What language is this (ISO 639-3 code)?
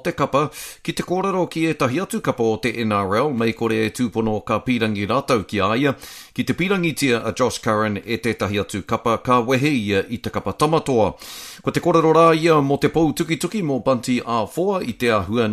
mri